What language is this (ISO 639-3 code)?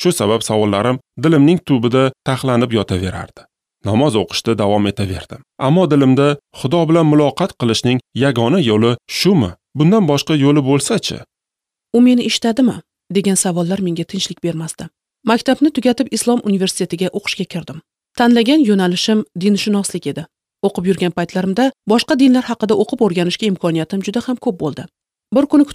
uzb